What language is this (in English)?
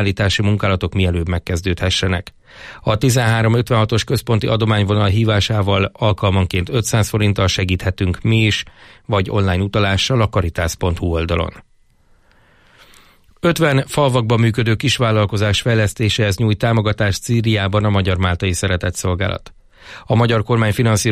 Hungarian